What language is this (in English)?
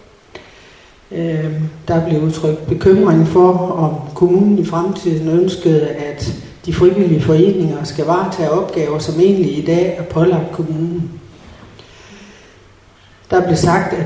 Danish